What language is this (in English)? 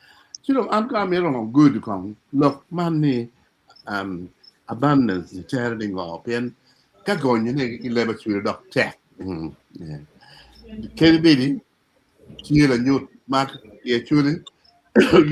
Acoli